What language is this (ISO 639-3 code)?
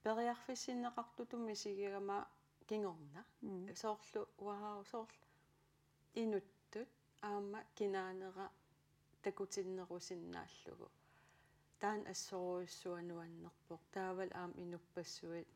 kal